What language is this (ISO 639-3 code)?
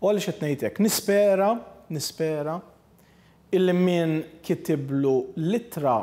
mlt